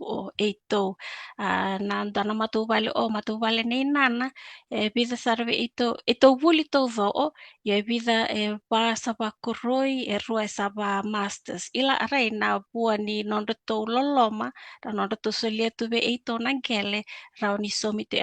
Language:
Fijian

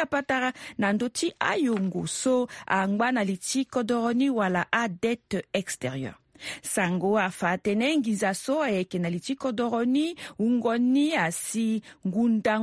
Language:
Sango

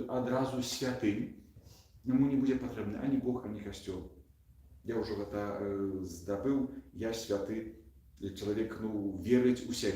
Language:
Belarusian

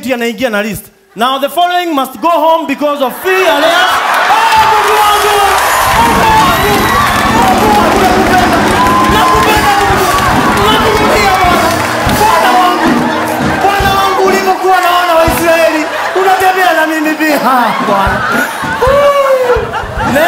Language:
Swahili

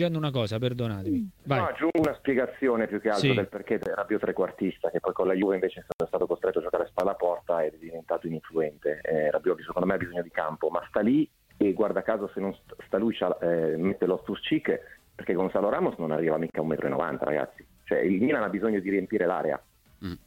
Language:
Italian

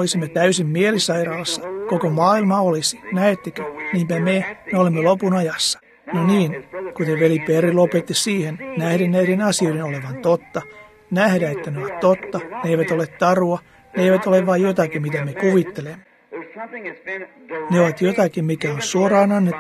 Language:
Finnish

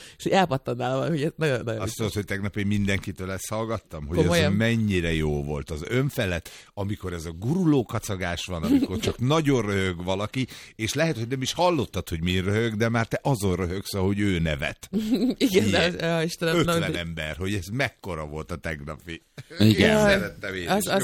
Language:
Hungarian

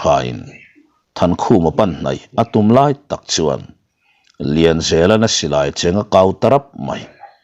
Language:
Mizo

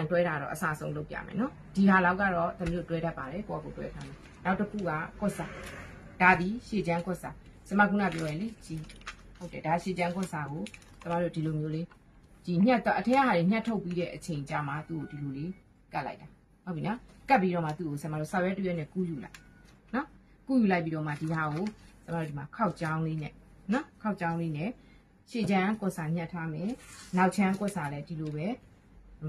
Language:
Burmese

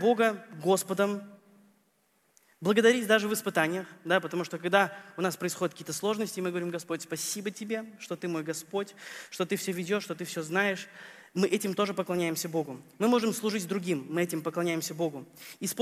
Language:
Russian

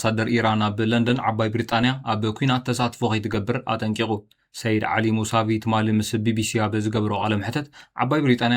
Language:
Tigrinya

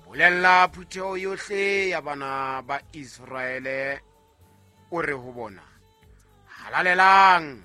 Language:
Southern Sotho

